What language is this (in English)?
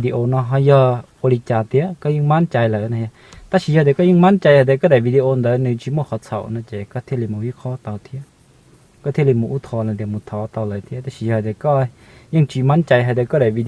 Hmong